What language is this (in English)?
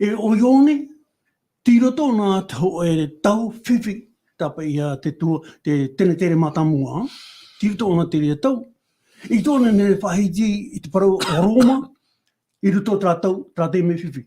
Tahitian